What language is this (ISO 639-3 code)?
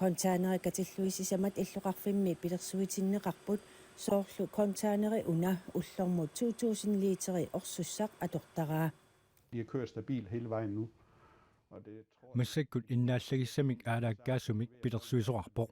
kal